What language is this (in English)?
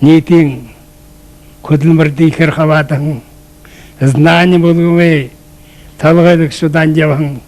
Buriat